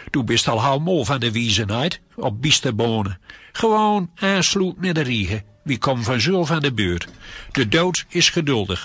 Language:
Gronings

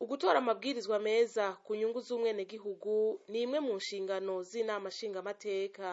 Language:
Rundi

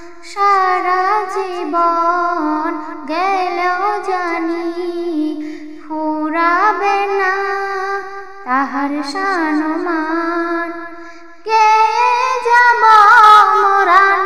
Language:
Bangla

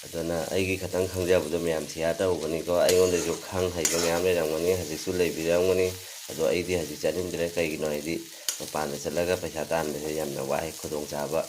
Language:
Manipuri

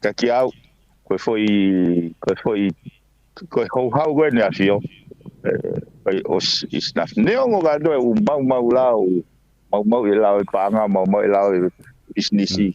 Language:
Tongan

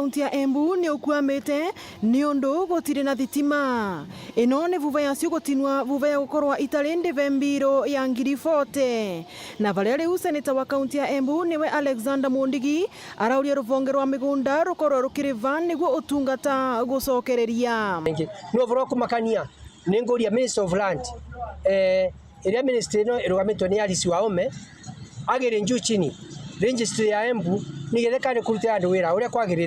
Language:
Meru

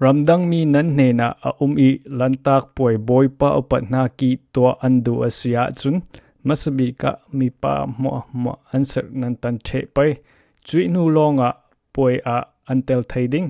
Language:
Falam Chin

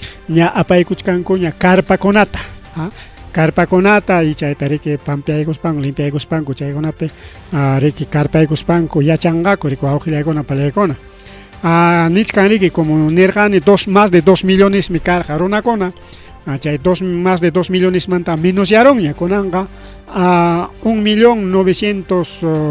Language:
Ayacucho Quechua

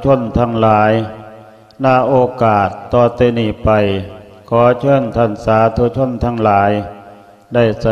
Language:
Lao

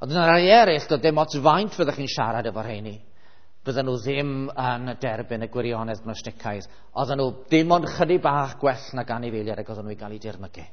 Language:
Welsh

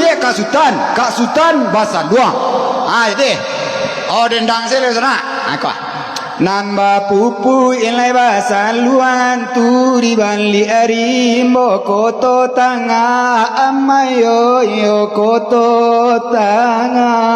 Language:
Minangkabau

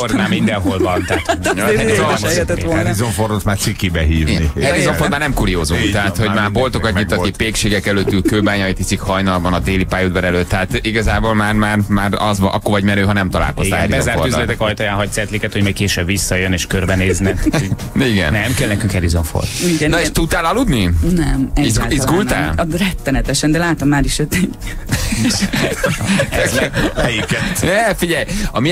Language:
Hungarian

